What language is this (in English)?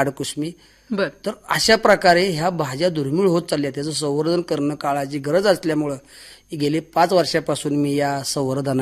Marathi